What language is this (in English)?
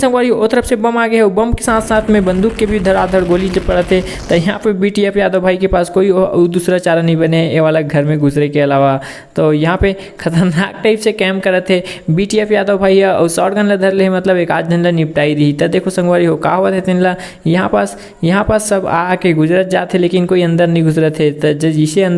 Chhattisgarhi